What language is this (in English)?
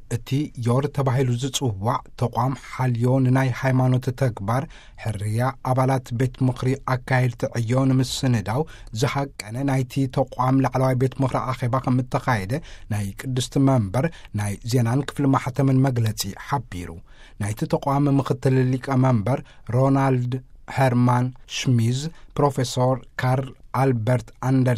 Tigrinya